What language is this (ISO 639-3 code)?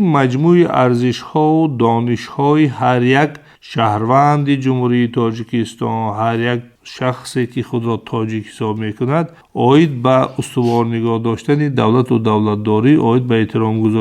tgk